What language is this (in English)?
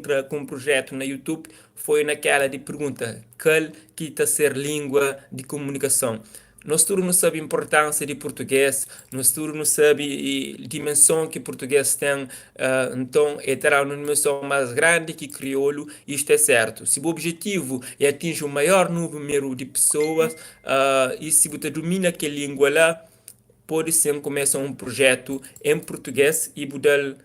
Kabuverdianu